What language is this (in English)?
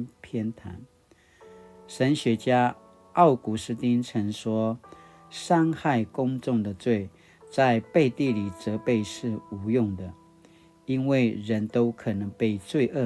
Paiwan